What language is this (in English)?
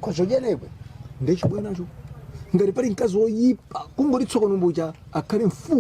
Nyanja